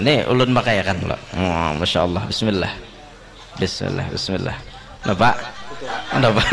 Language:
Banjar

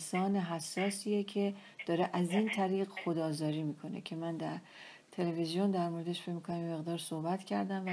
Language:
Persian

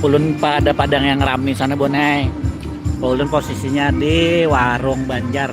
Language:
Banjar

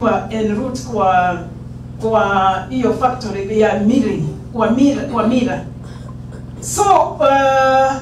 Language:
Kikuyu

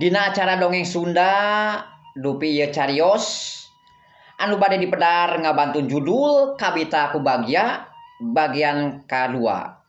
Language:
Sundanese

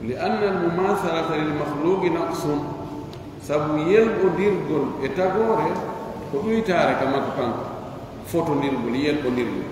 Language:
Pular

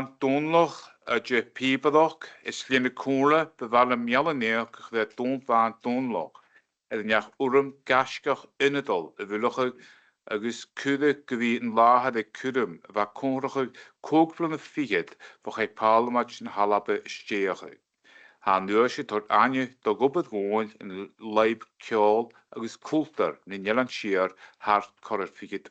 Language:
Scottish Gaelic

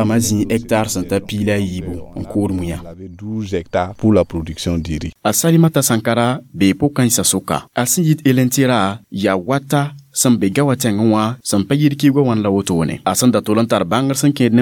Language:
Mossi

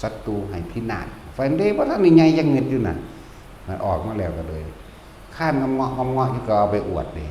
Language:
Northeastern Thai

